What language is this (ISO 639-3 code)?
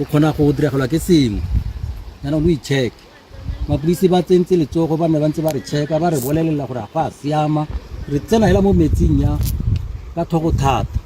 tsn